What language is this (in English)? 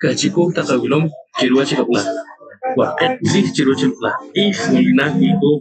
Poqomchi'